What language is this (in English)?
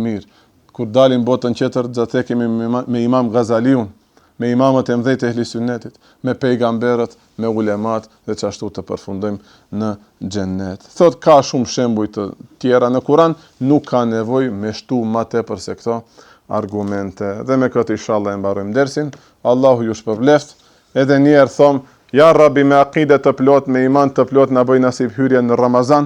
Albanian